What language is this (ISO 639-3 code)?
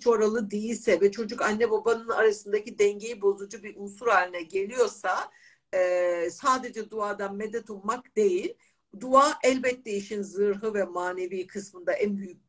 tur